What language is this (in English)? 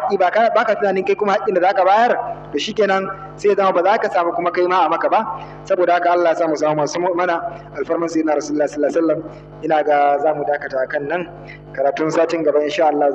Hausa